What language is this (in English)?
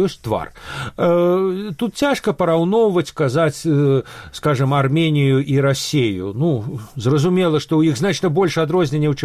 Belarusian